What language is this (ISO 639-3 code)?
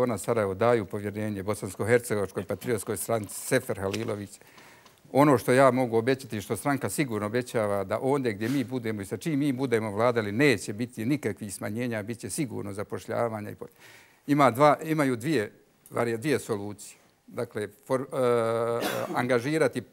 bos